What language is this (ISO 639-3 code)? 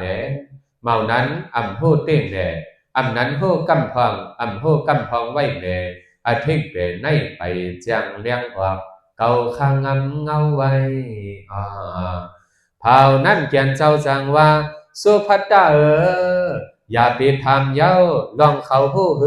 shn